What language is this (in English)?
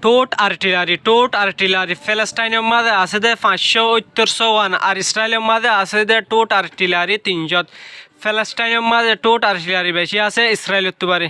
Rohingya